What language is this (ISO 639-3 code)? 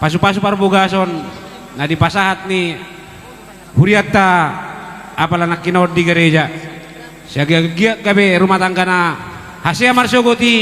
bbc